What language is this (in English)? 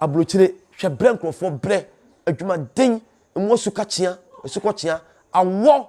Akan